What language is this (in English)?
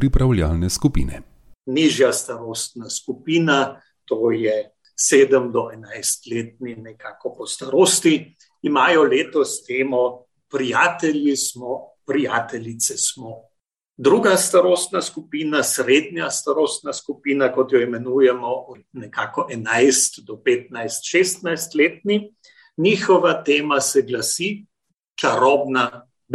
Slovenian